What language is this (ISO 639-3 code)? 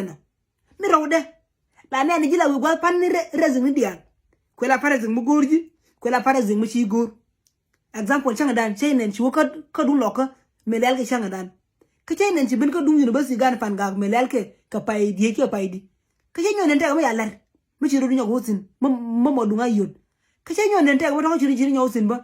nus